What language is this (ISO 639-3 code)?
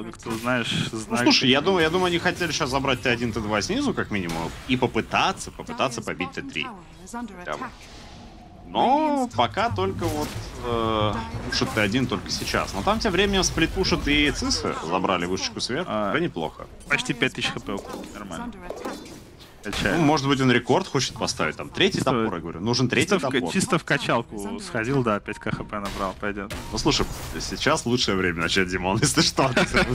rus